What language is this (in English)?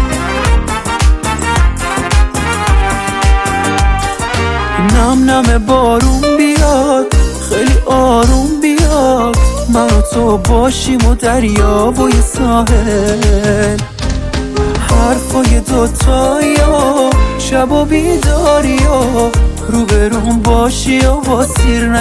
Persian